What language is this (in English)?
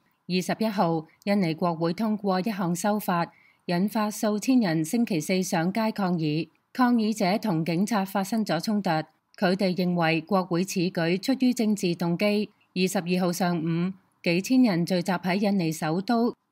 Cantonese